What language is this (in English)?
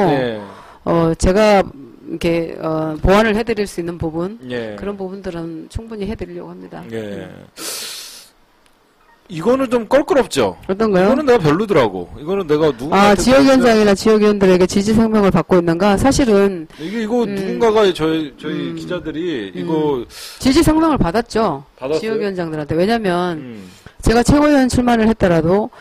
Korean